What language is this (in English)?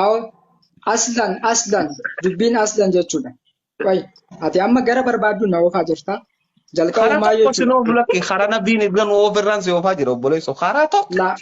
Oromo